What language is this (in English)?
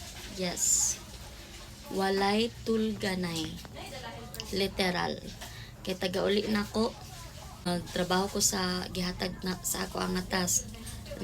Cebuano